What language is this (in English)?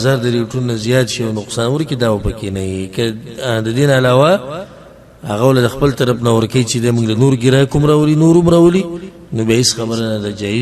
Pashto